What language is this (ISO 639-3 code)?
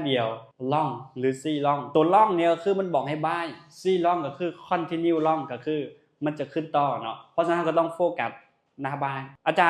lao